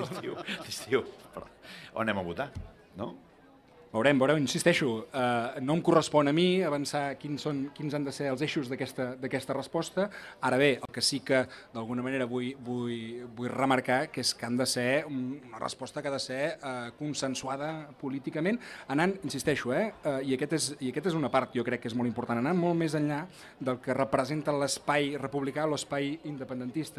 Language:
Catalan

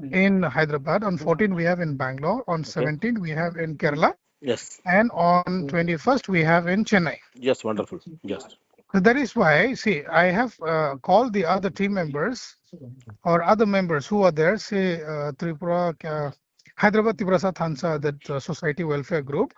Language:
Kok Borok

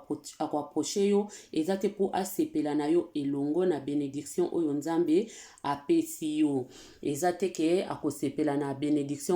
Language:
Lingala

